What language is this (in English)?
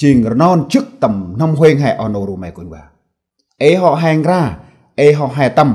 Central Mnong